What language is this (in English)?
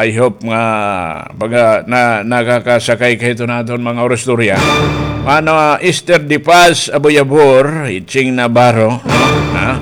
Waray